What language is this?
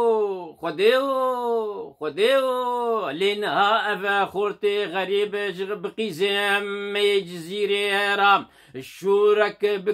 Kurdish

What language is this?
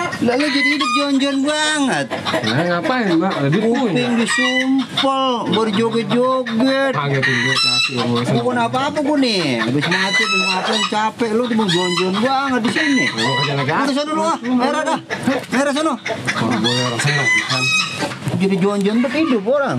Betawi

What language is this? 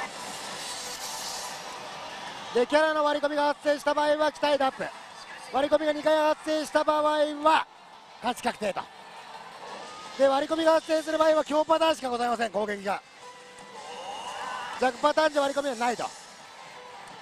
Japanese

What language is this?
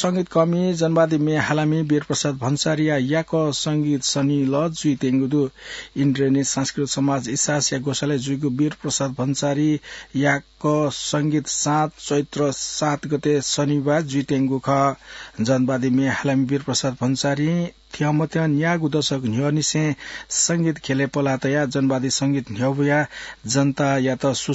Newari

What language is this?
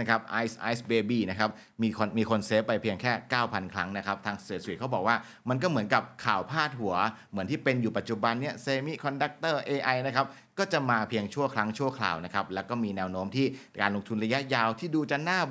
Thai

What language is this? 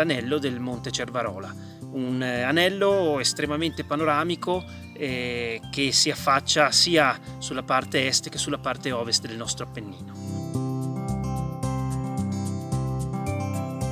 Italian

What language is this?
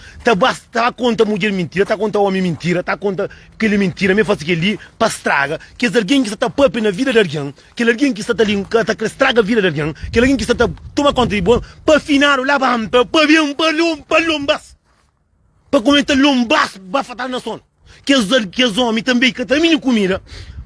Kabuverdianu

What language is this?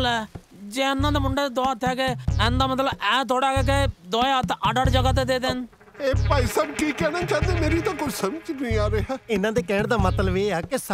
Punjabi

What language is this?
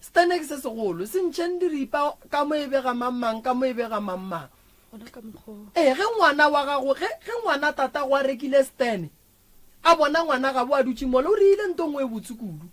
Northern Sotho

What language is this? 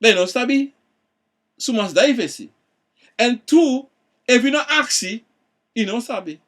Sranan Tongo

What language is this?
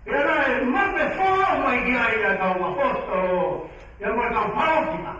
Tongan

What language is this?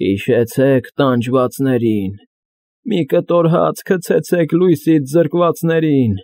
Armenian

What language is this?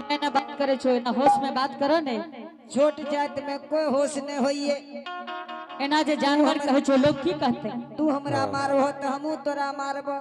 Angika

